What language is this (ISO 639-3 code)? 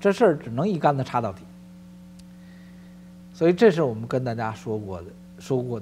zho